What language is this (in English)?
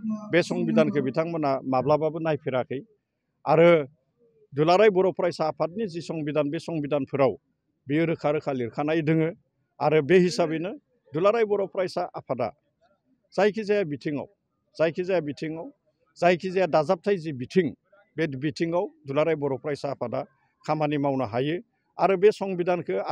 Bodo